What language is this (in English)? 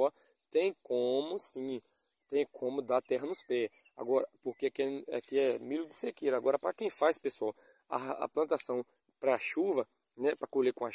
Portuguese